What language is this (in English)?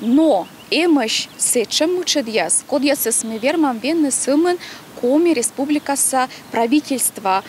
Komi